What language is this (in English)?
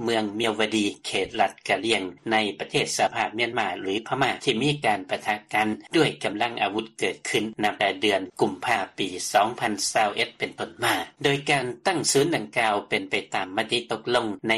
Lao